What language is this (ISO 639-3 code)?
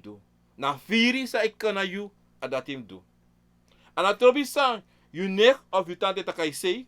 srn